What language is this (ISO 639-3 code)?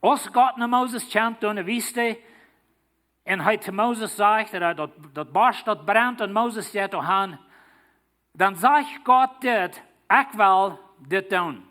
pdt